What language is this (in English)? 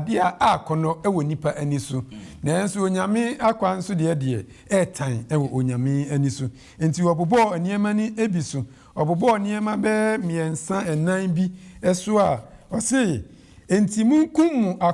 Akan